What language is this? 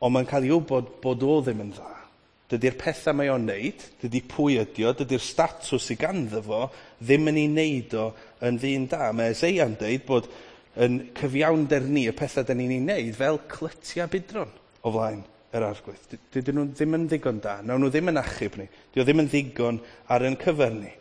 Welsh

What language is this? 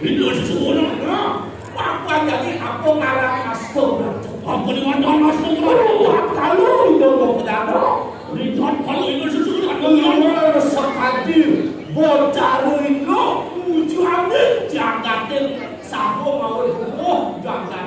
Balinese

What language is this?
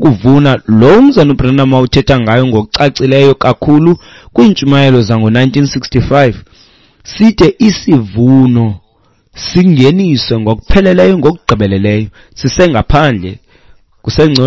Xhosa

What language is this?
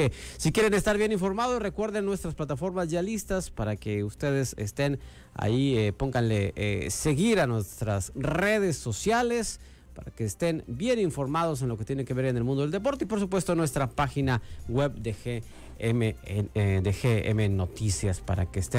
Spanish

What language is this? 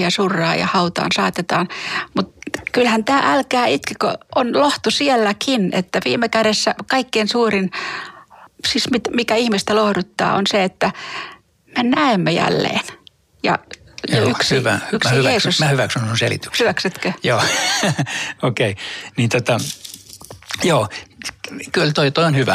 Finnish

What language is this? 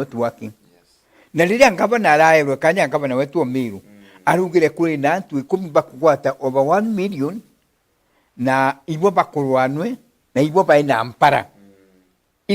Meru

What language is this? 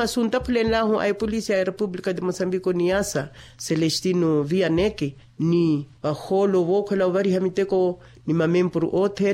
Makhuwa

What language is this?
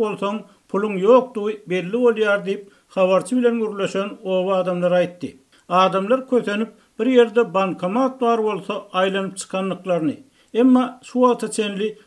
Turkmen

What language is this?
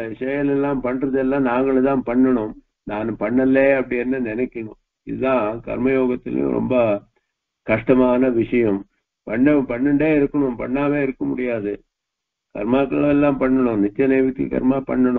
Tamil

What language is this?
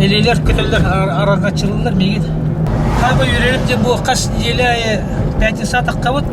Yakut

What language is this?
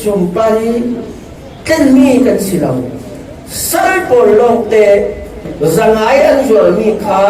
Falam Chin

